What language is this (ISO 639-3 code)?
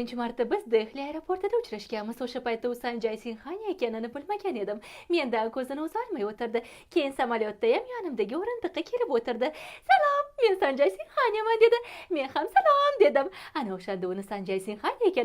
uzb